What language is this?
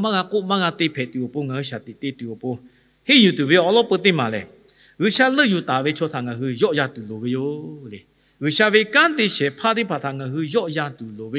Lahu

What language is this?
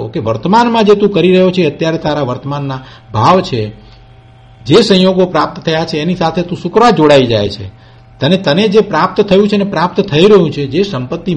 Gujarati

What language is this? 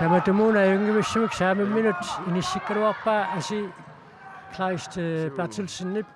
Kalaallisut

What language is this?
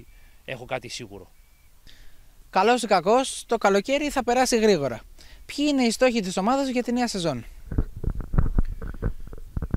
Greek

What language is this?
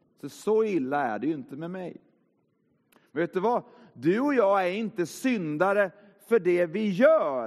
Swedish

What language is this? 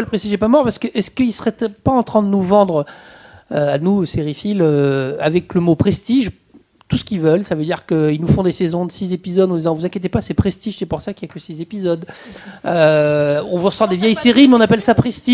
French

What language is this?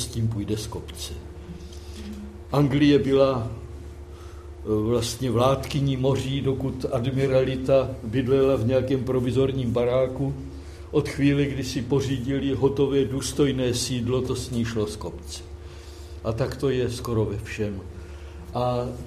Czech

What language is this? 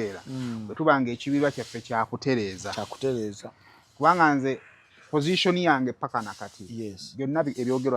Ganda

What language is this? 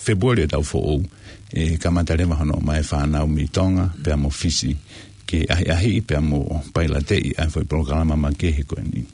Tongan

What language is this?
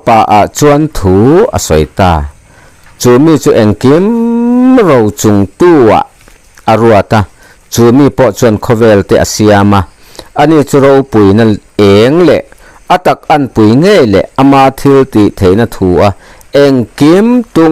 Mizo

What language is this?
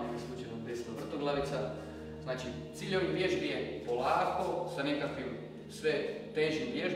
Croatian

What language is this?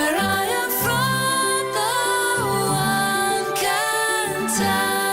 Tswana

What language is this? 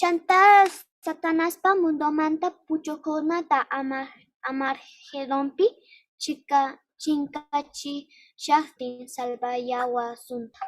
South Bolivian Quechua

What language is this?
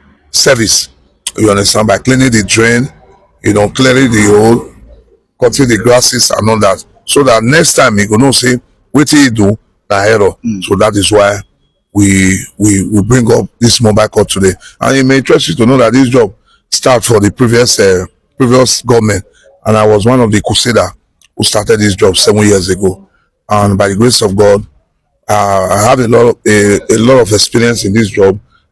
Nigerian Pidgin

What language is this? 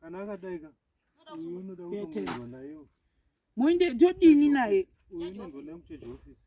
Shona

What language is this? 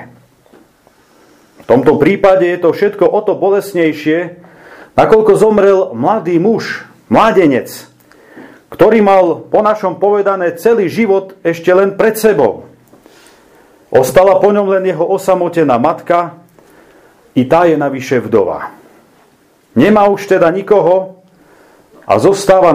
Slovak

